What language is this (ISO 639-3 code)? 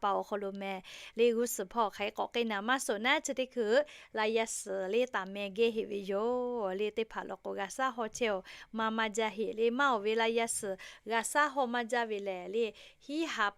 lhu